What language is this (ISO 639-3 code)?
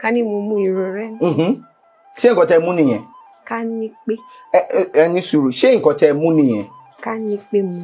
yor